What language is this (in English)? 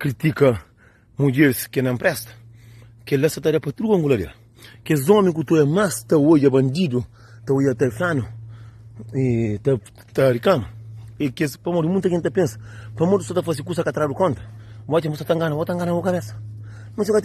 Kabuverdianu